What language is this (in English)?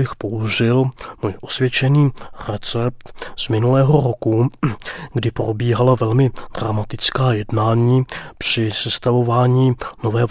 Czech